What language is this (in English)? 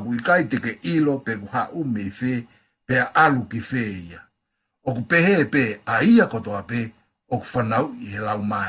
Tongan